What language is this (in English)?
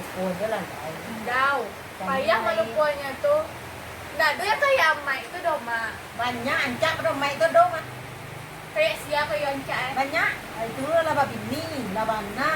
Minangkabau